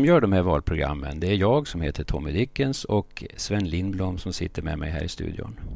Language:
Swedish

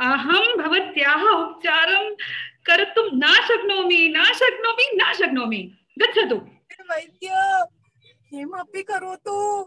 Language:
Sanskrit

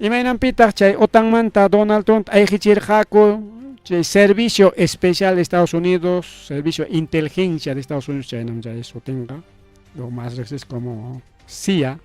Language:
Ayacucho Quechua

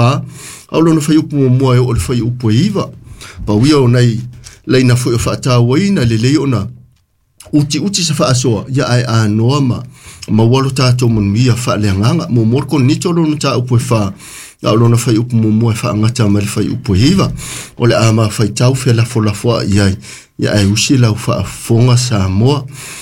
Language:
Samoan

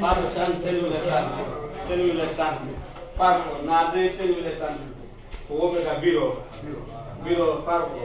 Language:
Pular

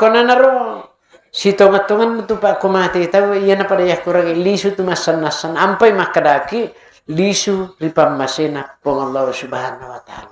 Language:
Buginese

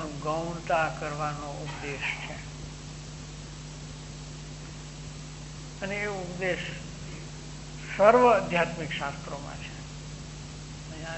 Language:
Gujarati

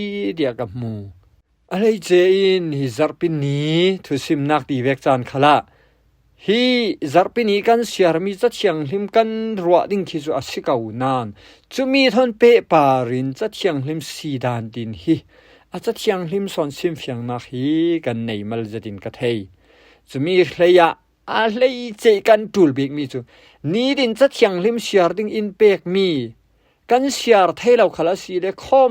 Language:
Falam Chin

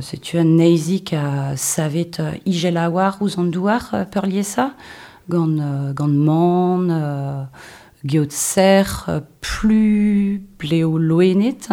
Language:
Breton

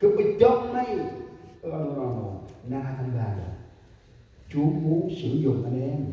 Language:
Central Mnong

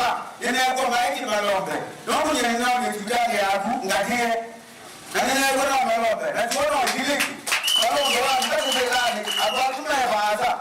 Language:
Kamba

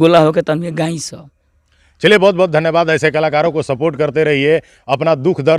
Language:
Bhojpuri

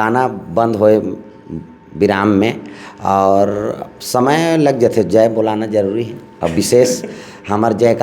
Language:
Chhattisgarhi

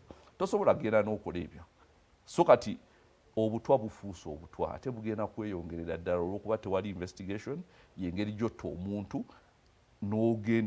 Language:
Ganda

